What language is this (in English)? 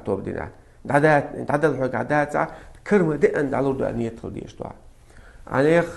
Chechen